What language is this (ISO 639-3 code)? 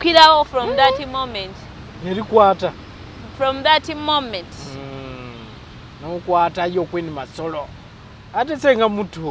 lug